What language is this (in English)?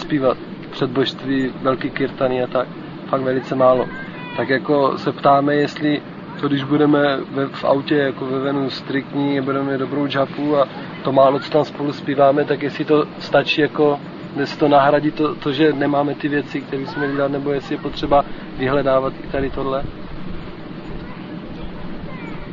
Czech